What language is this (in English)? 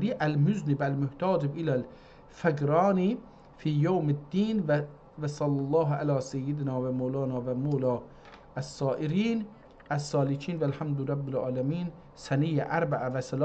South Azerbaijani